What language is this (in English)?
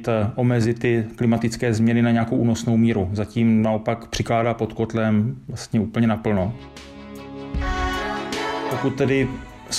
Czech